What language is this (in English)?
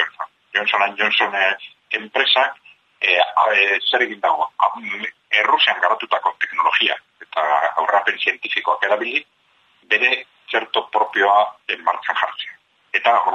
Basque